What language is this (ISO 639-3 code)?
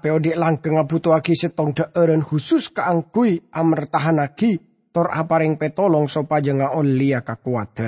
mad